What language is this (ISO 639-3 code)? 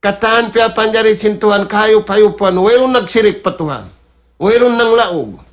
tsg